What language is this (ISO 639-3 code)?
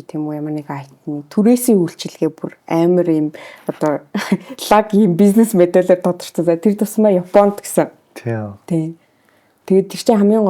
mon